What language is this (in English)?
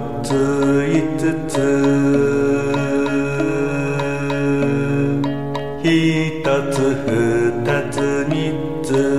Japanese